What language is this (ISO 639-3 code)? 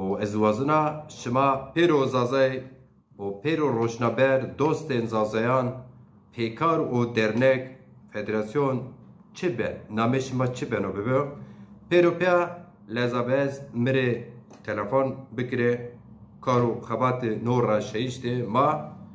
zza